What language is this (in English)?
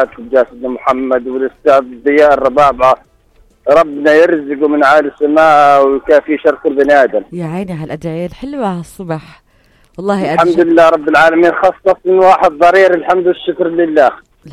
North Levantine Arabic